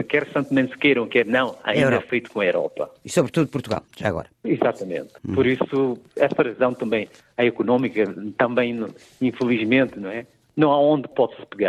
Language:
Portuguese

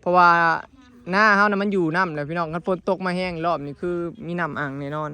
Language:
Northeastern Thai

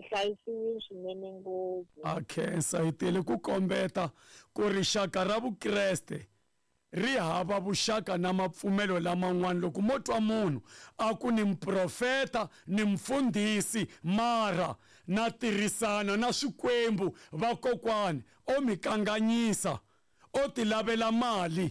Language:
Tsonga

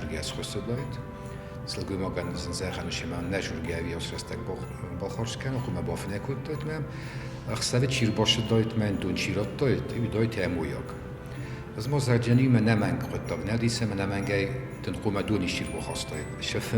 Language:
Ossetic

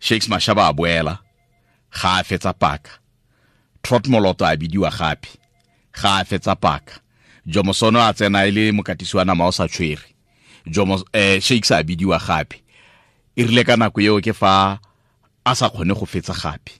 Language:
Tswana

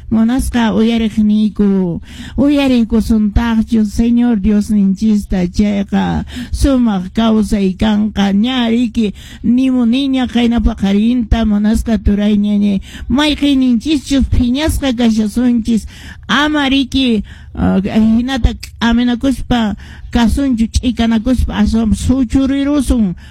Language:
Quechua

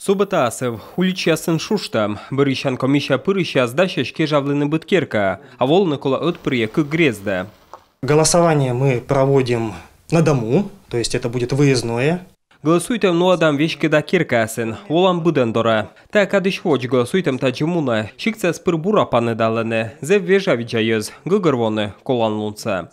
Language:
Komi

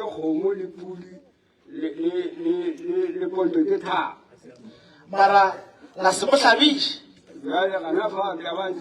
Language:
Northern Sotho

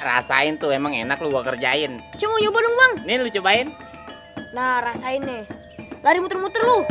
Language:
Betawi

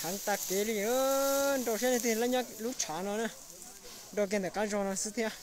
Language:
Hmong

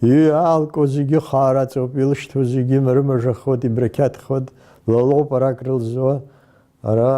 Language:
Abkhazian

